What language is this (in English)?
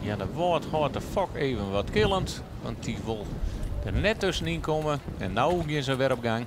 Western Frisian